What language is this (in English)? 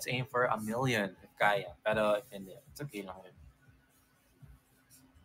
Filipino